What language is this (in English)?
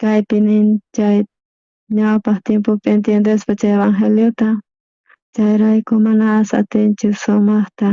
South Bolivian Quechua